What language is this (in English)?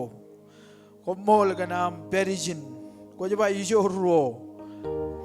Marshallese